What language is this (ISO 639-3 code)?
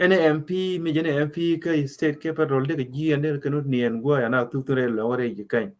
nus